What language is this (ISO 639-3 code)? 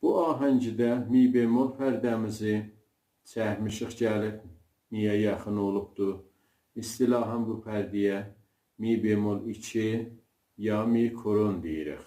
azb